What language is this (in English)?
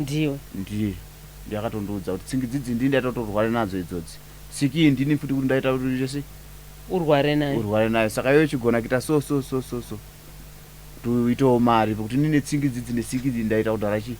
Shona